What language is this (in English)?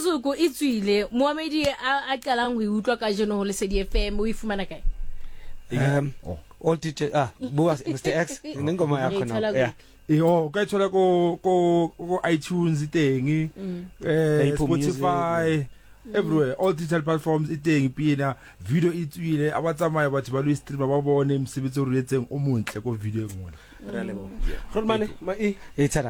Southern Sotho